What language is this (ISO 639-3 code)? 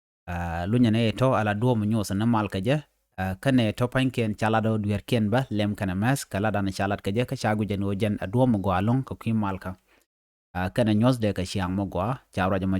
nus